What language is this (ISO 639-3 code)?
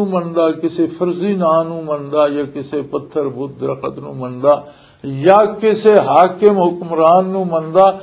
lah